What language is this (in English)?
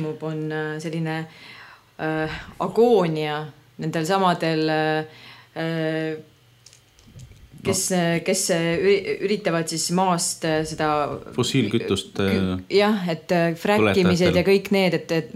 Estonian